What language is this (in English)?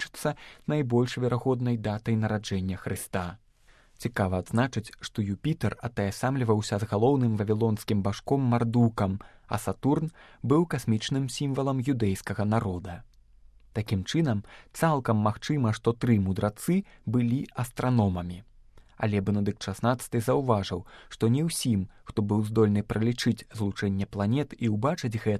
Belarusian